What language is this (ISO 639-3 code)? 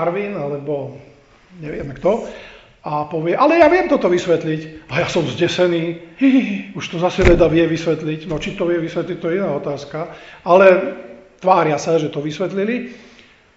slk